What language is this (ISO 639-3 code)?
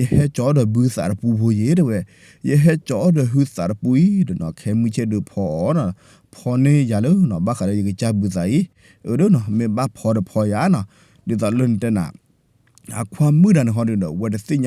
ksw